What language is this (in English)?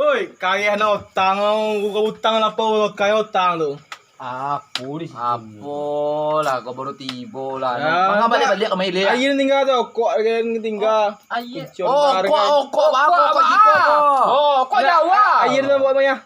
Minangkabau